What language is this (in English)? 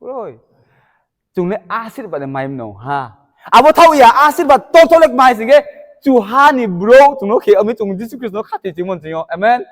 Riang (India)